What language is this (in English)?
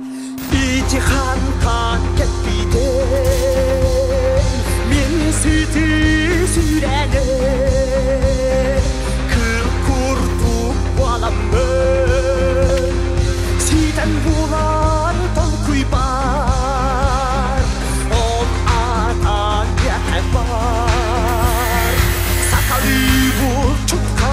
Yakut